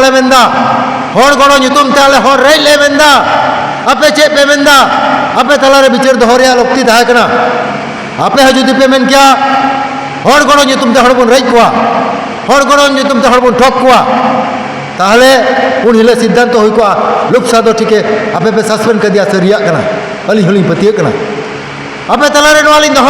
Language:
Santali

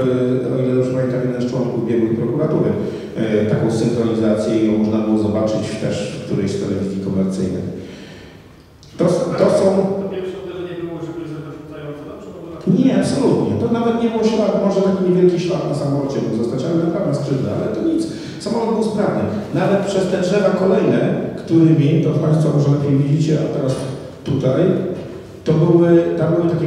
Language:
Polish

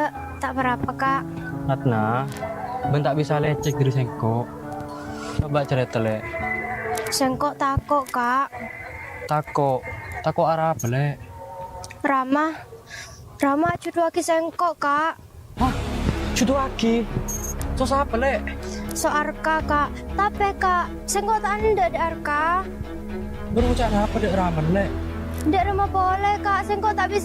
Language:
Madurese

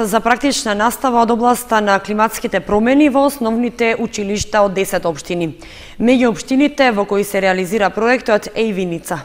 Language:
Macedonian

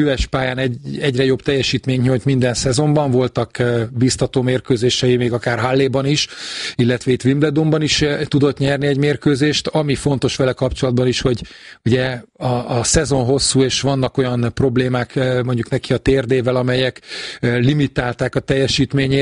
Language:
Hungarian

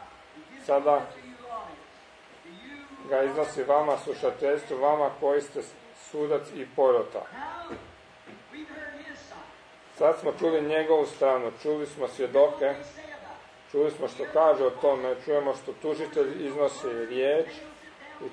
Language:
Croatian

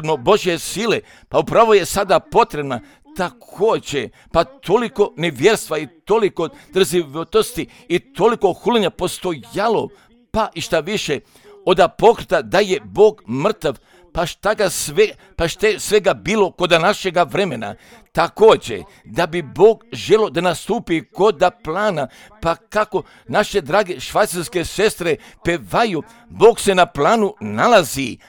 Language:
Croatian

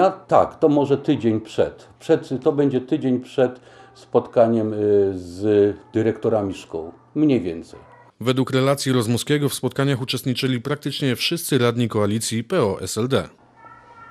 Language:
Polish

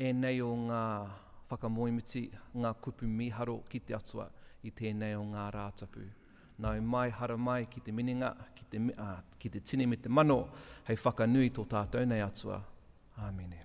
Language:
Māori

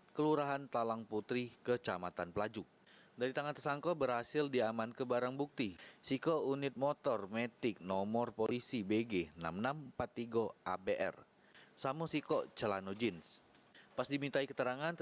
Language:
Musi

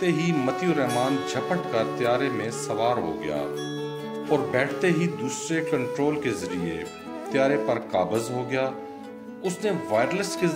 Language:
Urdu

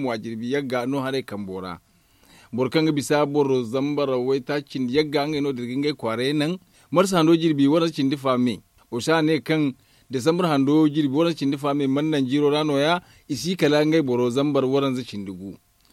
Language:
Zarma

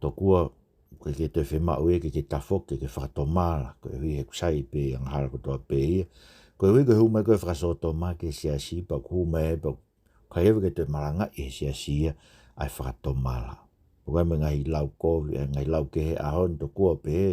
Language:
Tongan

